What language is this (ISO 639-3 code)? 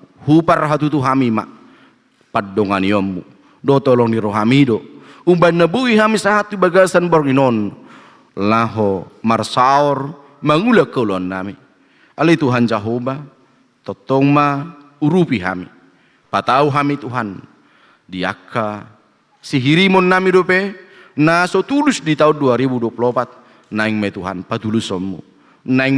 bbc